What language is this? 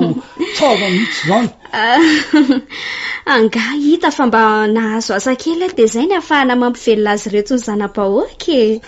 Malagasy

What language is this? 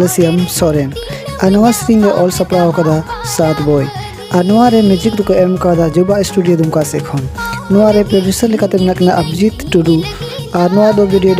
Santali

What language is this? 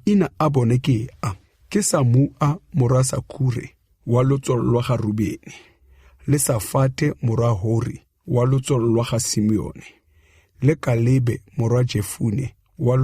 Tswana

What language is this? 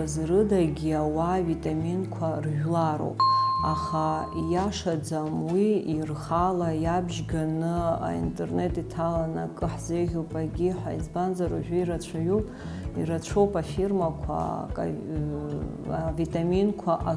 Abkhazian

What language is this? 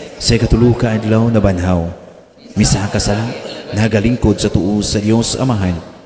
Cebuano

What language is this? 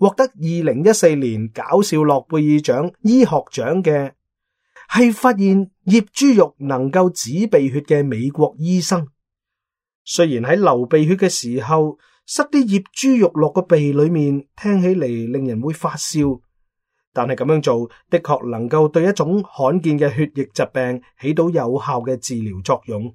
Cantonese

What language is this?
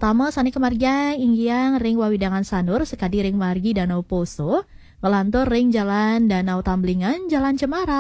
Balinese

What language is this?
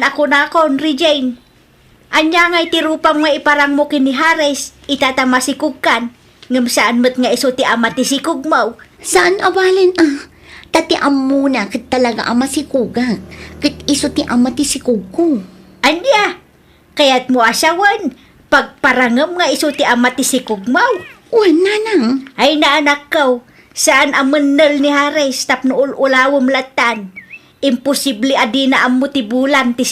Iloko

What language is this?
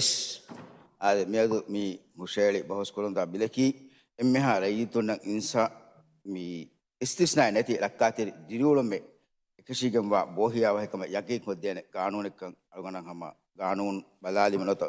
Divehi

